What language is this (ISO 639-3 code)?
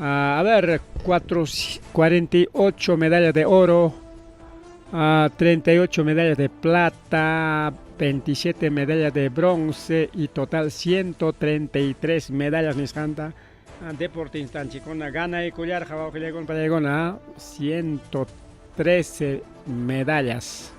quy